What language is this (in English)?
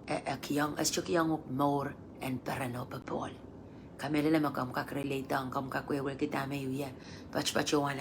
Pohnpeian